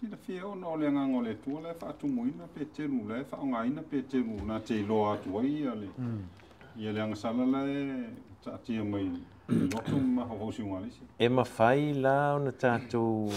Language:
Samoan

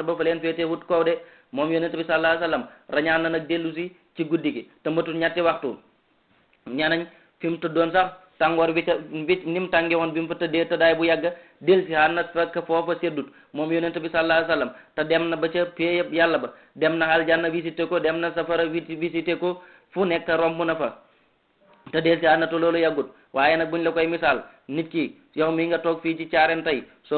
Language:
Wolof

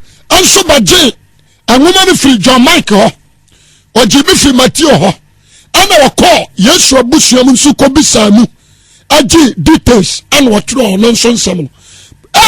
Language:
Akan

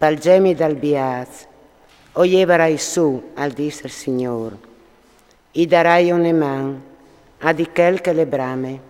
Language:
Friulian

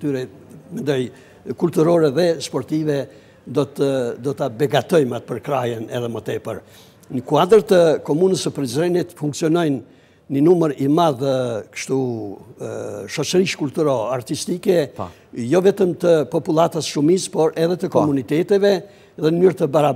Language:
Albanian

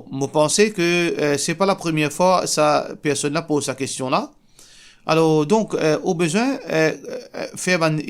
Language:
Morisyen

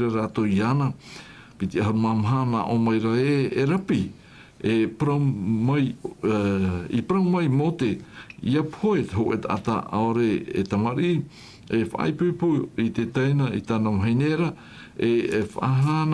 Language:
Tahitian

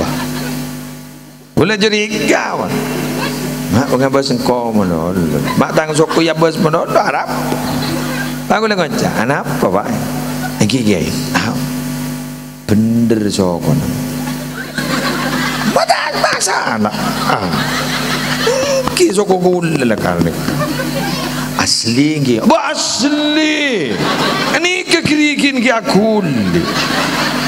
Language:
Madurese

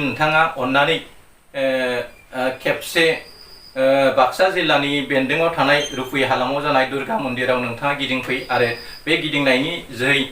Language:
Bodo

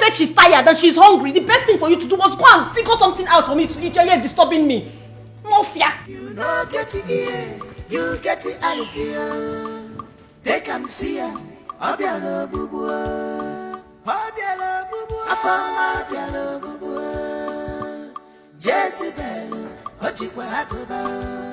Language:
Nigerian Pidgin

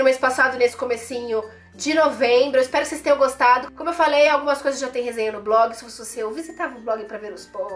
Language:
Portuguese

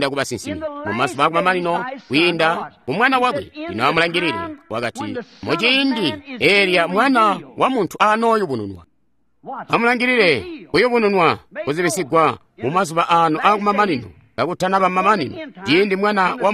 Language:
Tonga (Zambia)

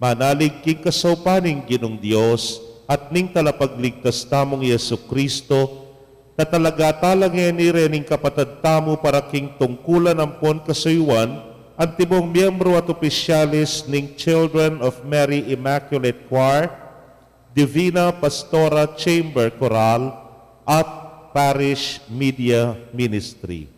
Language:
Pampanga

